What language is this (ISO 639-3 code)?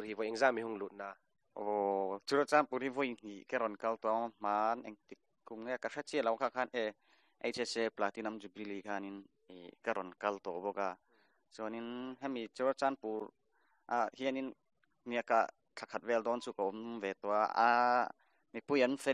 hmr